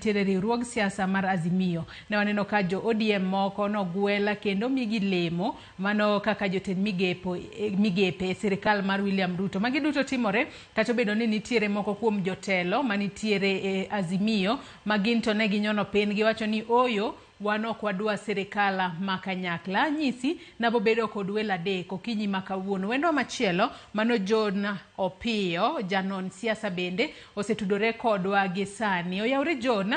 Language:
Luo (Kenya and Tanzania)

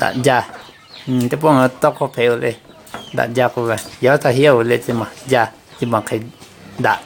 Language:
Lahu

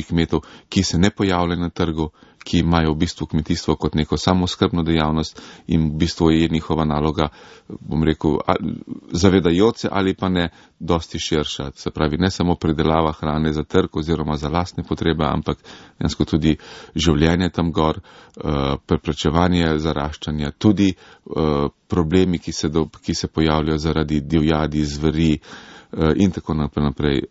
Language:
Slovenian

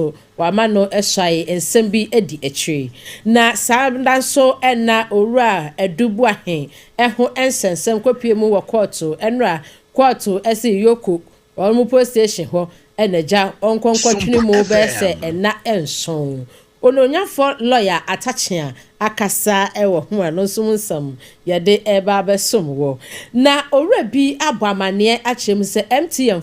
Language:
Akan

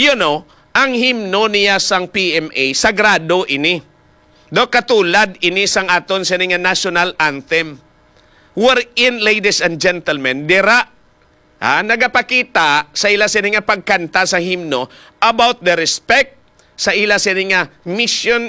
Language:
Hiligaynon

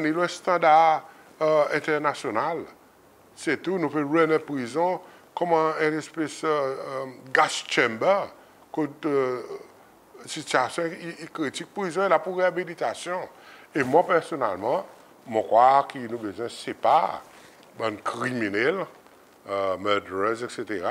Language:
Seselwa Creole French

